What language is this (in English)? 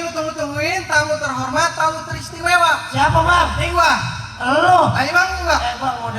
Betawi